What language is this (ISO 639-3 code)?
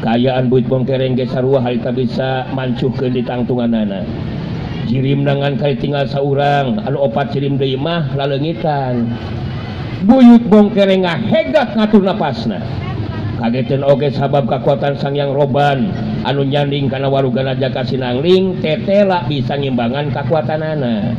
sun